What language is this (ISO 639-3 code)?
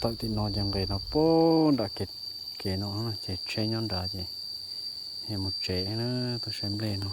hmn